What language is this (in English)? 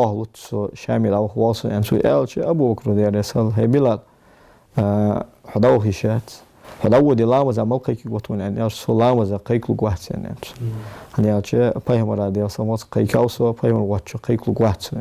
Ingush